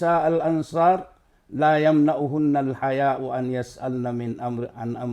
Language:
Maranao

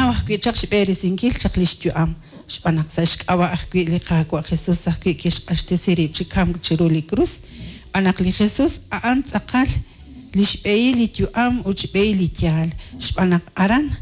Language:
Kekchí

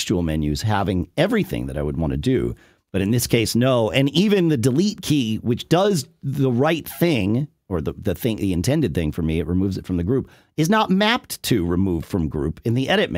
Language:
English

